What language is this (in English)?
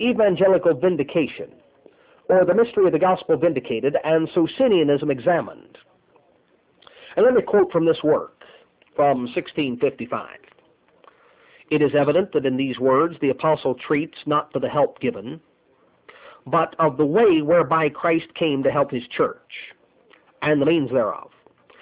English